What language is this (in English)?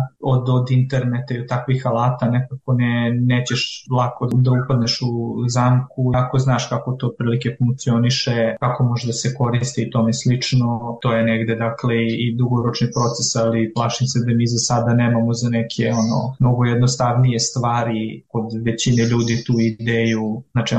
Serbian